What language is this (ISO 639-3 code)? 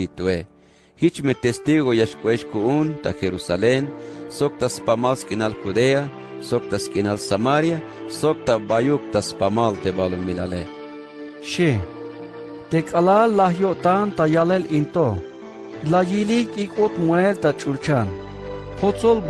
tzh